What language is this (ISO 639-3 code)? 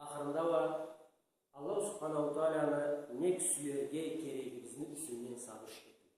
krc